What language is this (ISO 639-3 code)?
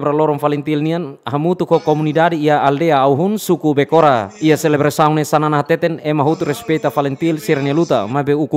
tet